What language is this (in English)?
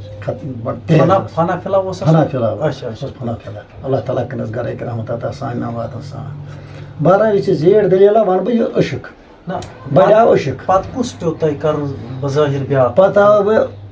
Kashmiri